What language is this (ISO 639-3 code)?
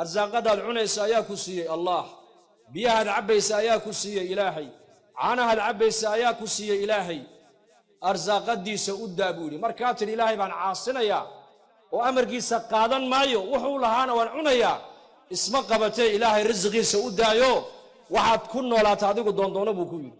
som